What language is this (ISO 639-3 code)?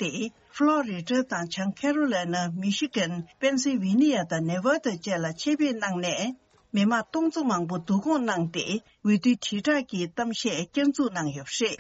bod